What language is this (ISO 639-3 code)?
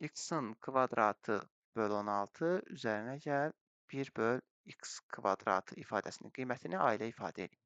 aze